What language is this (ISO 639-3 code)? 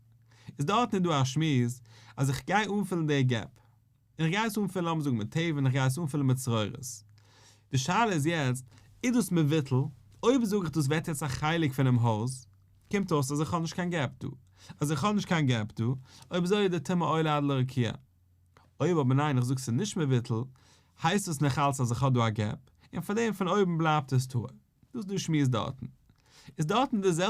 yid